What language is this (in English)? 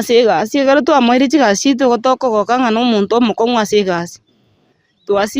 Gusii